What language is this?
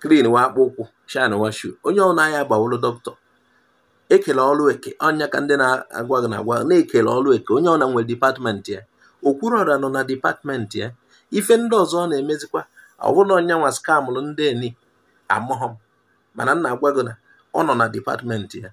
Igbo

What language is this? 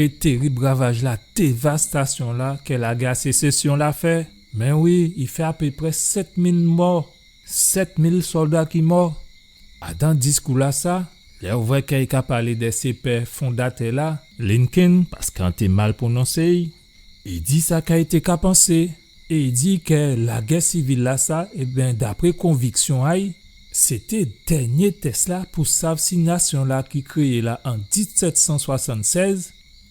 Guadeloupean Creole French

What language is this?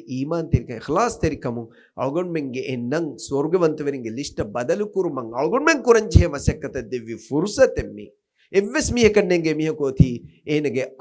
Divehi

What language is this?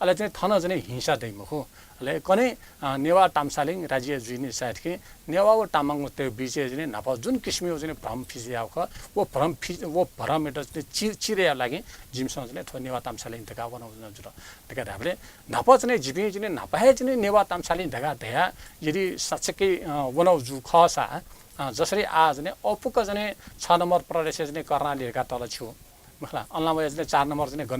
Newari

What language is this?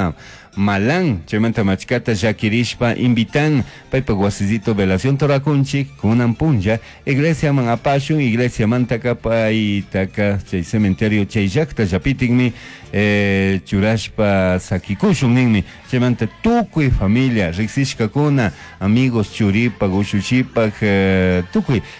Chimborazo Highland Quichua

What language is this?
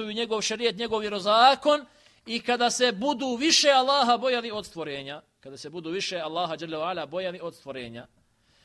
Bosnian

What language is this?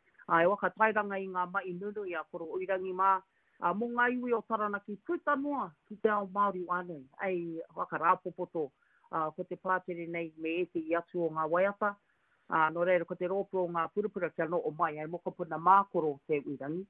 Māori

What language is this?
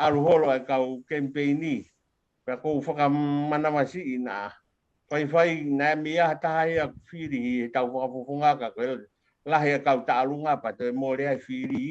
Tongan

